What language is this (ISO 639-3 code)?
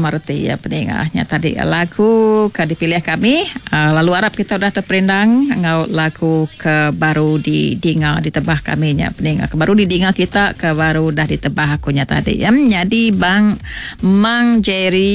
iba